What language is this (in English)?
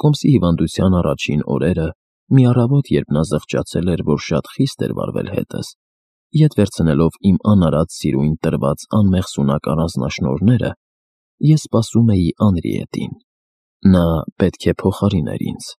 Armenian